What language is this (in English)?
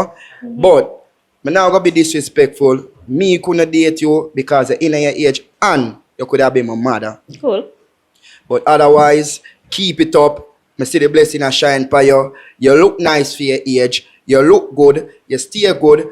Jamaican Creole English